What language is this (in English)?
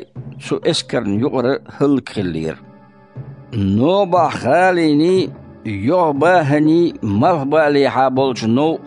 Chechen